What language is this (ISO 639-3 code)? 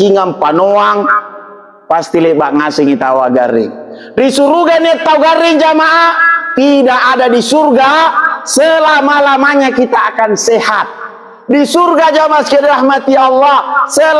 mak